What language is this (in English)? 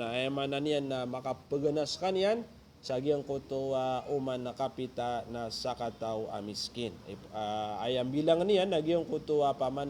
Maranao